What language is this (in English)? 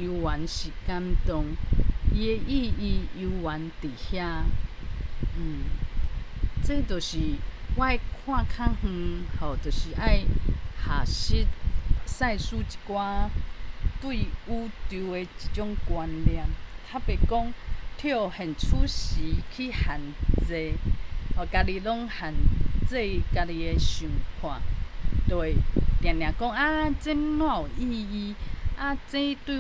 Min Nan Chinese